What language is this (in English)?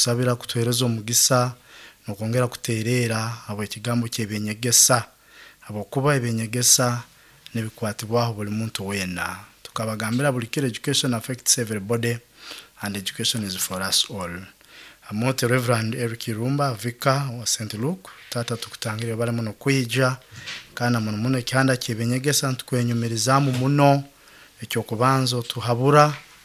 Nyoro